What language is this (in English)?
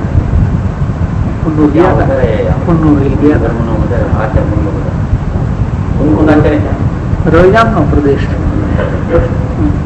Gujarati